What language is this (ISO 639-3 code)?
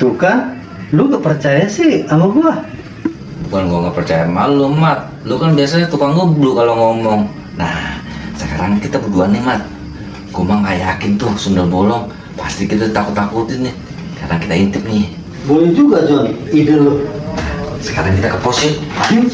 bew